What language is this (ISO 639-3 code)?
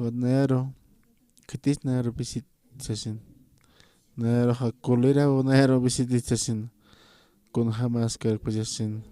aym